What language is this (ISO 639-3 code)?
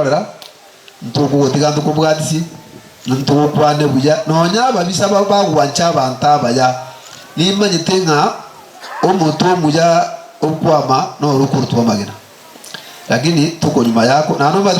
guz